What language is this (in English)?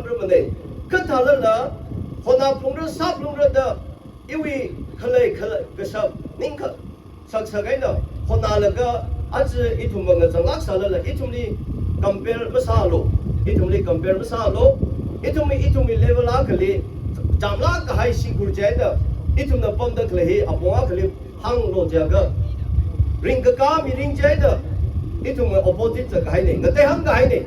Tangkhul Naga (India)